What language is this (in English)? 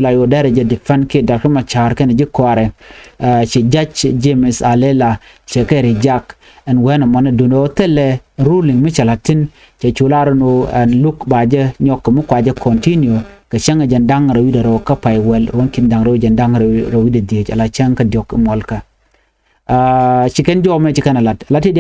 Nuer